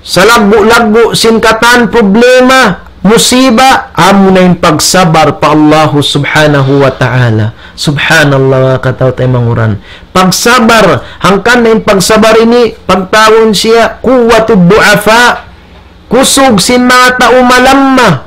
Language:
Tausug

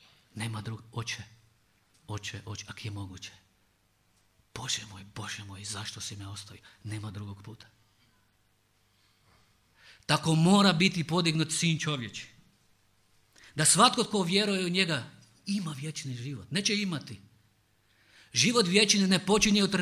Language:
Croatian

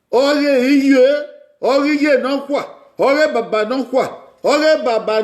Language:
Bini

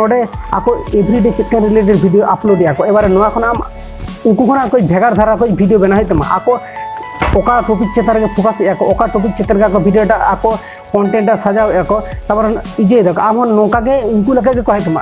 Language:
Santali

